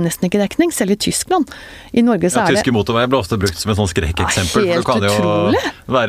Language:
Norwegian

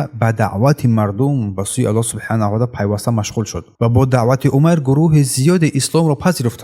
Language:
Tajik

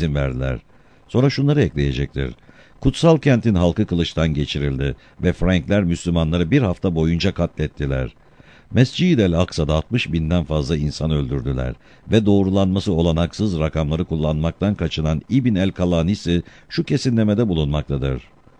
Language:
Turkish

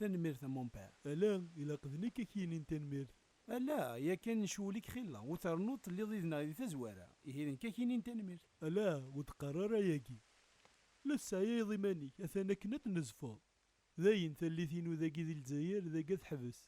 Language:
Kabyle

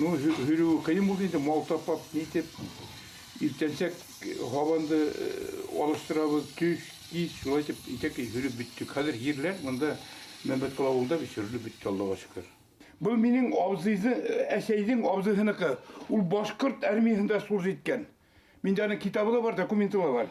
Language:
Bashkir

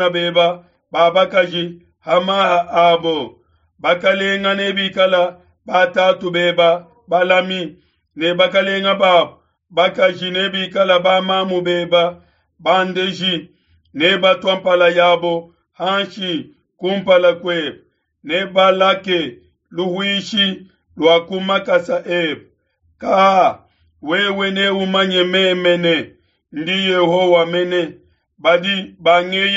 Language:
Luba-Lulua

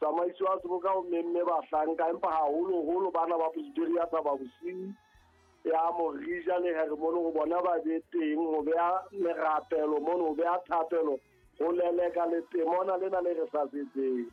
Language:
Southern Sotho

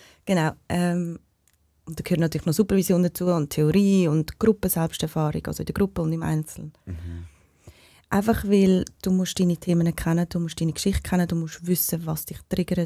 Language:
Swiss German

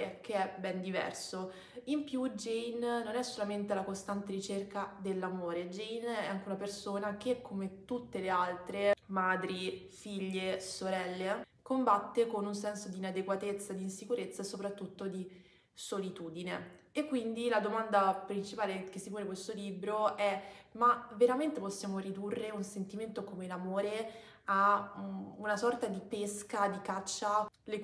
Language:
Italian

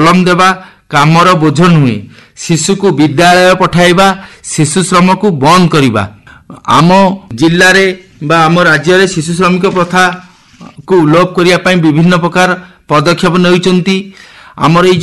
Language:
Odia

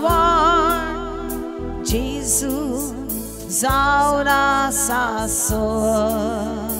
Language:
Konkani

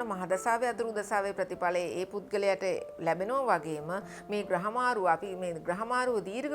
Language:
Sinhala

